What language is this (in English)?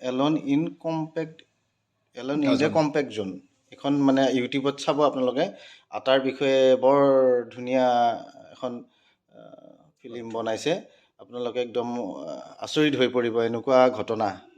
Assamese